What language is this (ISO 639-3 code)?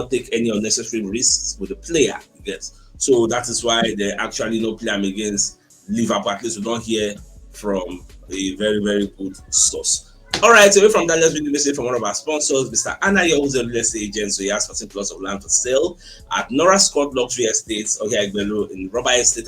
pcm